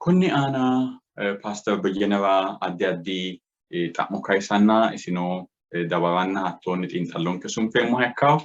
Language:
Sidamo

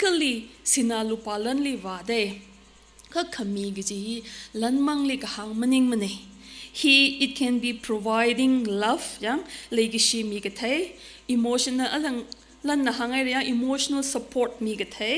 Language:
Tangkhul Naga (India)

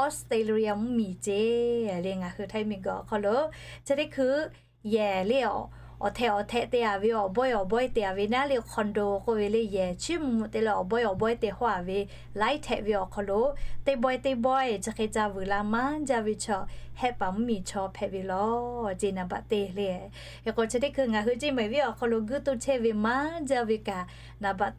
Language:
Lahu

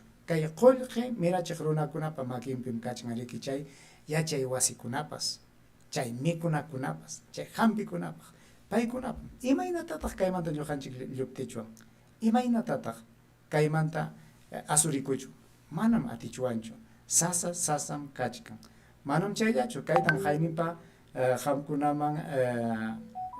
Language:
Ayacucho Quechua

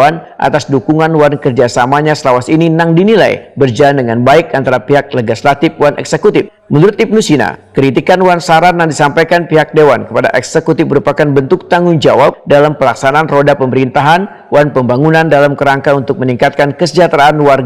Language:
Banjar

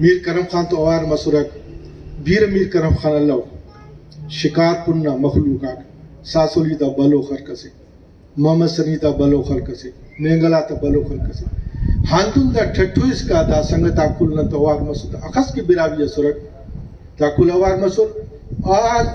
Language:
Brahui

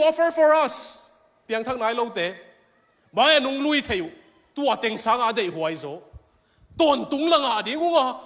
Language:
Tedim Chin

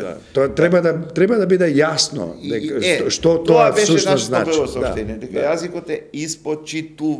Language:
Macedonian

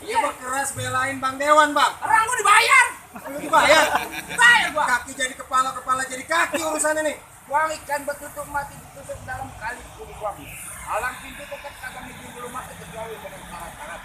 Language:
Betawi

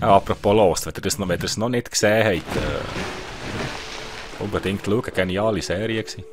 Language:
Swiss German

